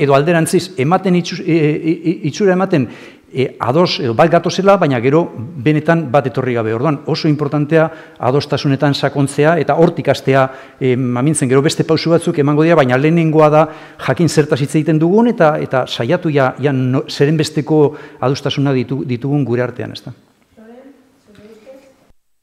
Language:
Basque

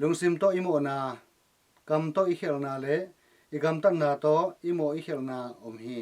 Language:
Tedim Chin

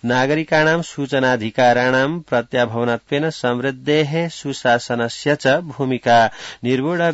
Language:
Sanskrit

